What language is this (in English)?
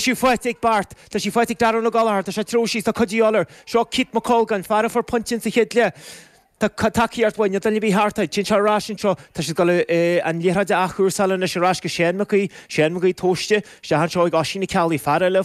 Irish